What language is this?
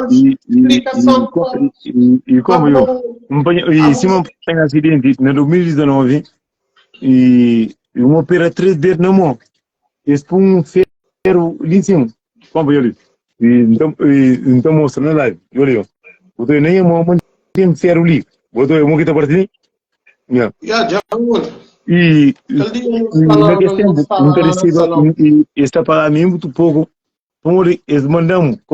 Kabuverdianu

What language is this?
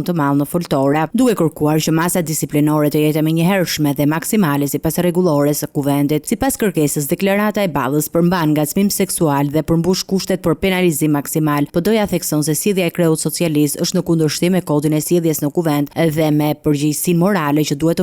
Albanian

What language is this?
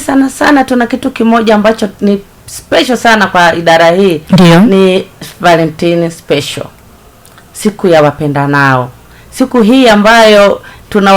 Swahili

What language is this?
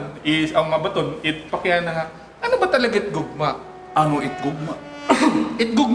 Waray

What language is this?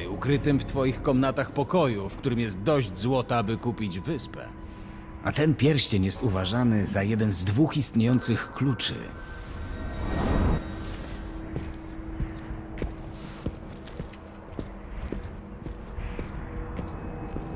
Polish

